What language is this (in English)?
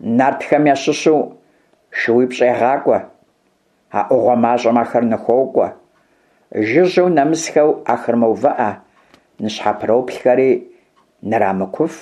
Kabardian